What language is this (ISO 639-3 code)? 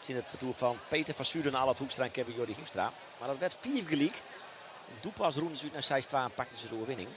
fry